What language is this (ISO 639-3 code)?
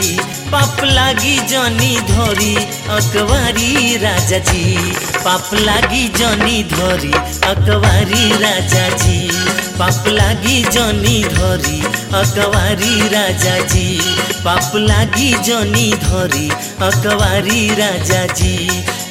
bho